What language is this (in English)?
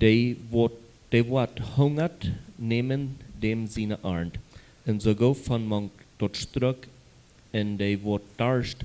Plautdietsch